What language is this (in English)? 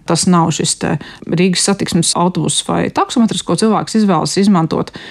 Latvian